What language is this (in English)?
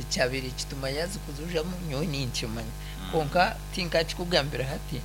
Nyankole